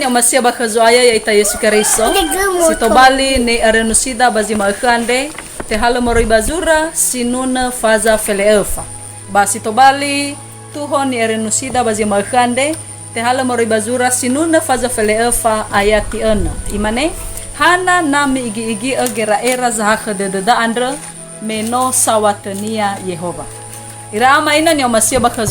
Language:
Nias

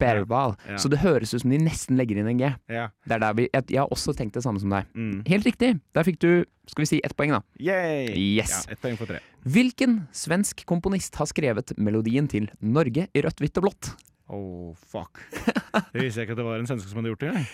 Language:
Norwegian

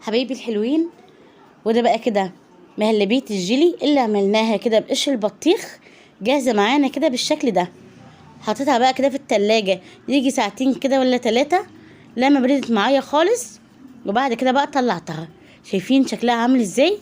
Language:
Egyptian Arabic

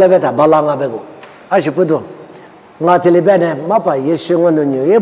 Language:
Lisu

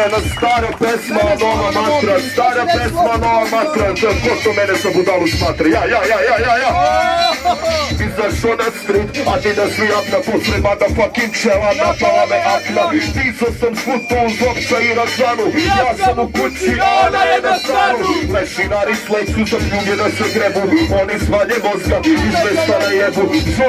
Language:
Serbian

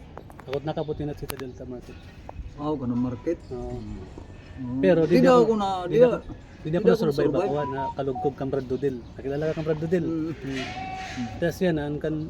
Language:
Waray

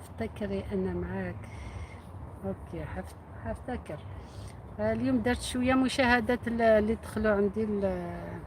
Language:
Algerian Arabic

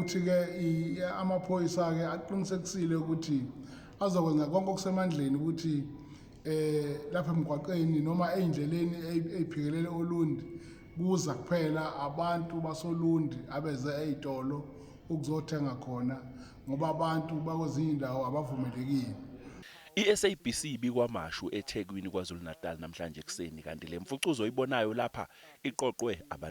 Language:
Zulu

